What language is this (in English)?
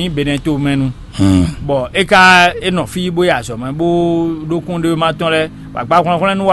Fon